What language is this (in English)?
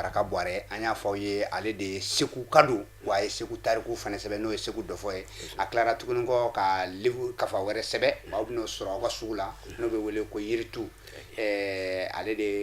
Bambara